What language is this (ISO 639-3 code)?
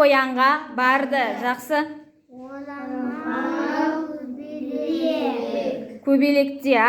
kaz